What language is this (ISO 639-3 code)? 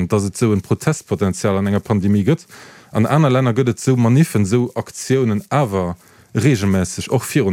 ltz